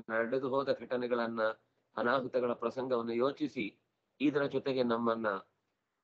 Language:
Kannada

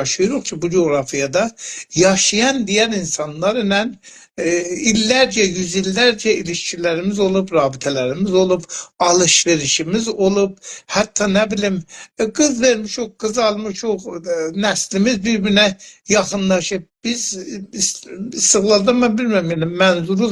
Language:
South Azerbaijani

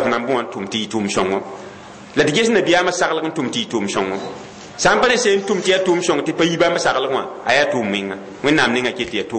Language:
Mossi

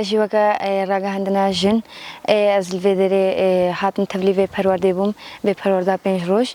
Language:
Kurdish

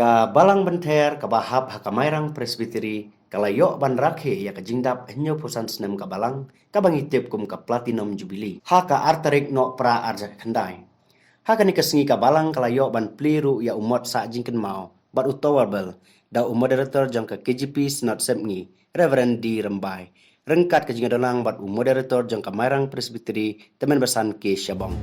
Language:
Khasi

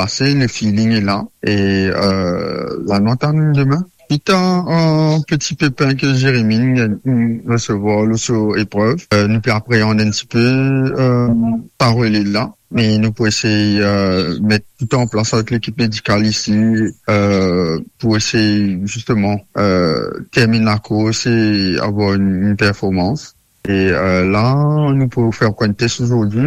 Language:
Morisyen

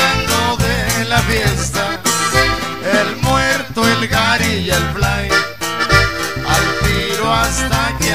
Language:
Spanish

